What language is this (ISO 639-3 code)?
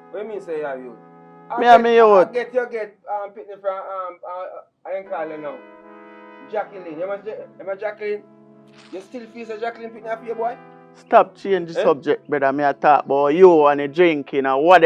jam